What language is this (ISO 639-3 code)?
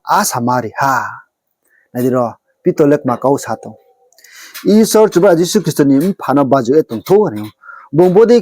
ria